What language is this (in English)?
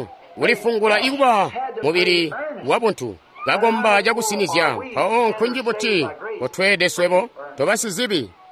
Tonga (Zambia)